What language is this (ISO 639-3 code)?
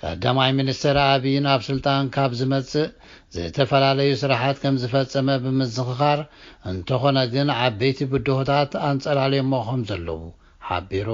tir